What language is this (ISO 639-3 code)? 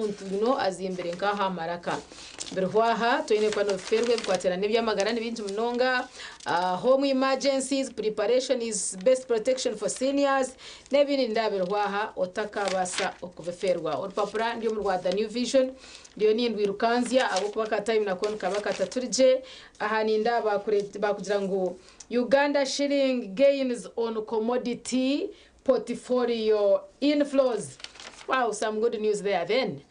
nyn